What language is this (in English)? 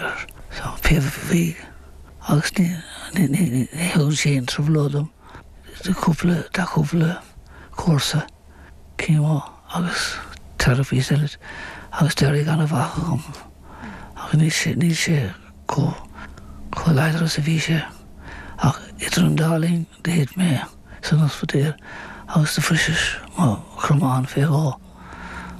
Irish